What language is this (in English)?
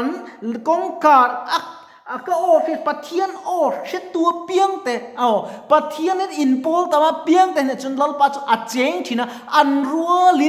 Mizo